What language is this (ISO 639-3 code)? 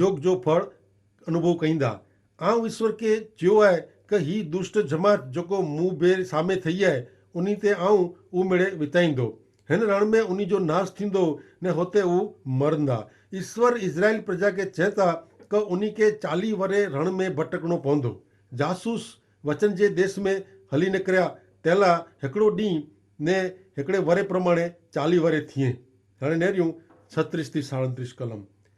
kfr